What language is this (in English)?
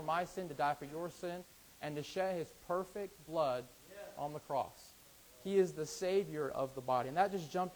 English